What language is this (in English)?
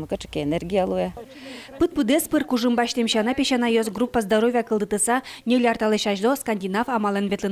Udmurt